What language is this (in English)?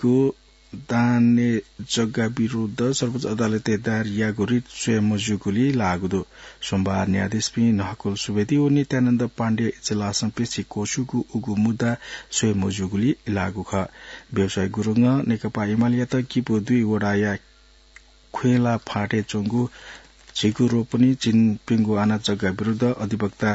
Newari